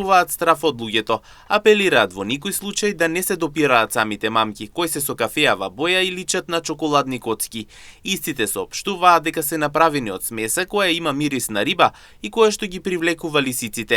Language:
Macedonian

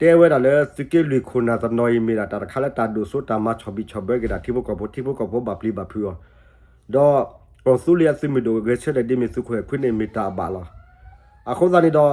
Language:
S'gaw Karen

